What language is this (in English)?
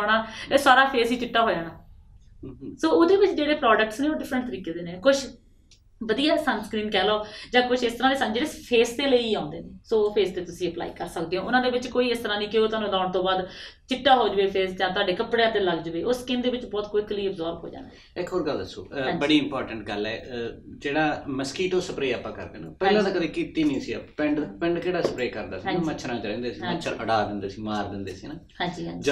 Punjabi